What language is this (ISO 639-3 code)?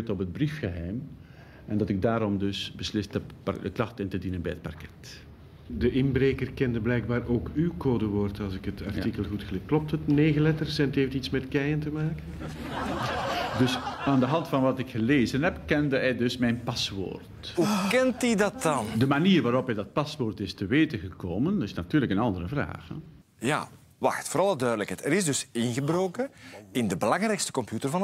nld